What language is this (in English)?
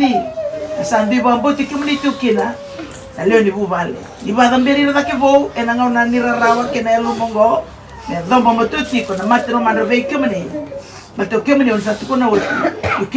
Fijian